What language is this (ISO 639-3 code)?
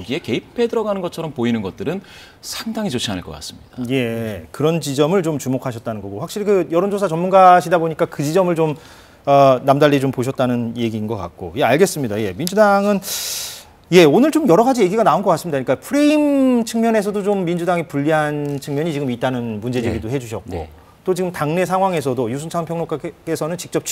kor